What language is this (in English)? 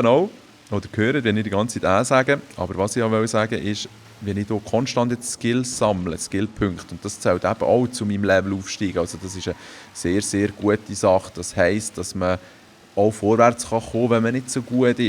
Swiss German